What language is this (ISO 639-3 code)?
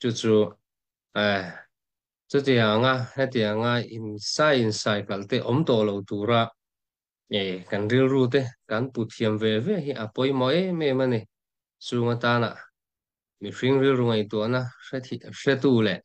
lus